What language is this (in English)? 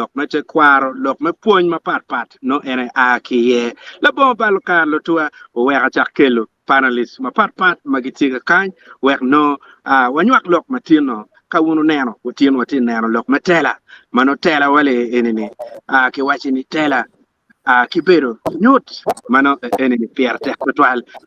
Acoli